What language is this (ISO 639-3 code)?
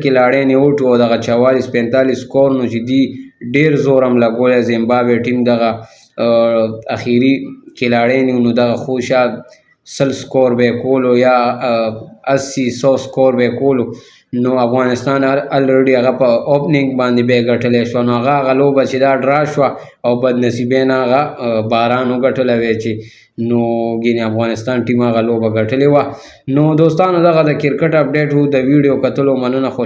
pus